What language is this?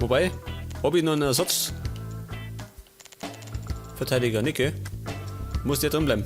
Bavarian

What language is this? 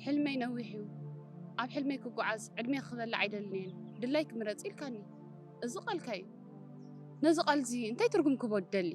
Tigrinya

